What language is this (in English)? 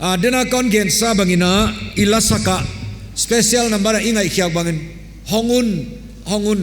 Paite Chin